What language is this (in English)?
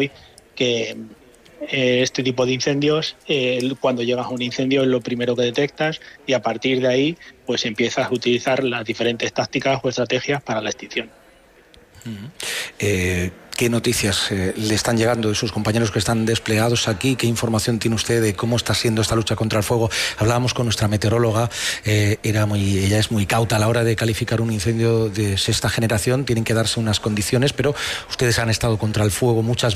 Spanish